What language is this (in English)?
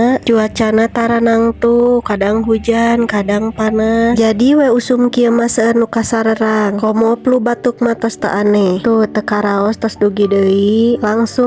Sundanese